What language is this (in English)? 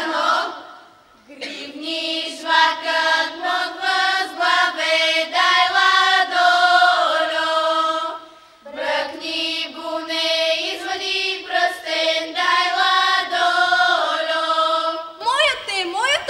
Bulgarian